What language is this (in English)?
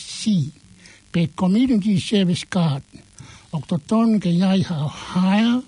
Tongan